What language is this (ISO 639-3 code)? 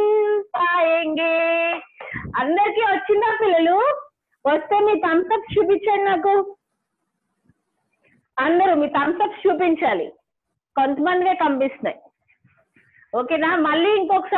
tel